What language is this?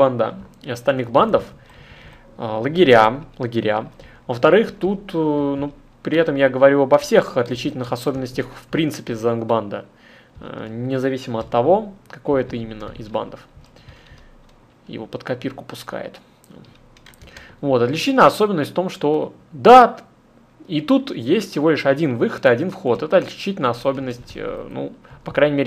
Russian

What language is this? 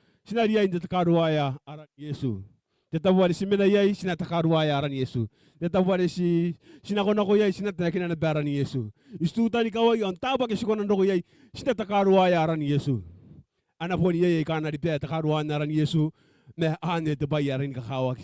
Gilbertese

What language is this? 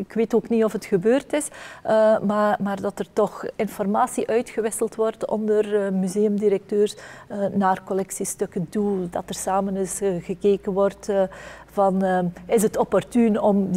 Dutch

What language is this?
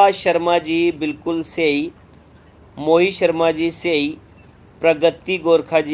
Dogri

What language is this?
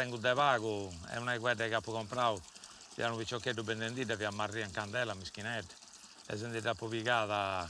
Sardinian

